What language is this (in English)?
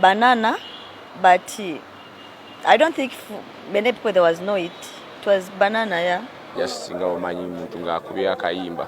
Ganda